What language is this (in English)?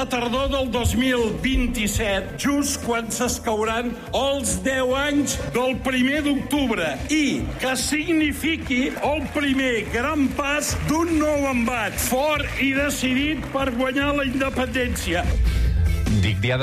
Catalan